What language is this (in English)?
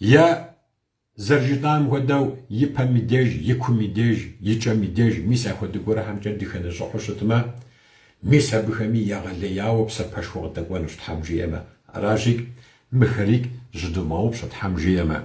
Kabardian